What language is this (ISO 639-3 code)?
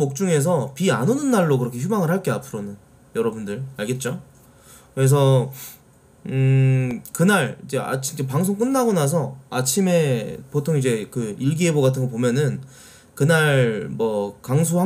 kor